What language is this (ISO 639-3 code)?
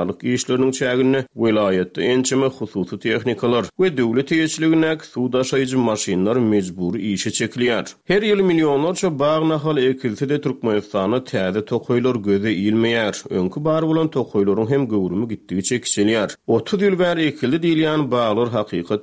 tuk